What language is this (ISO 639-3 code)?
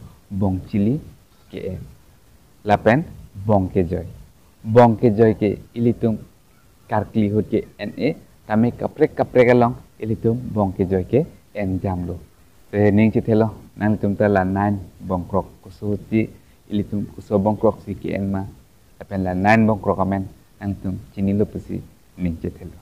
mjw